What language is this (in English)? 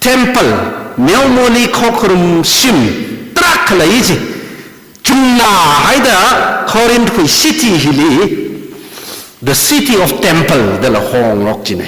Tangkhul Naga (India)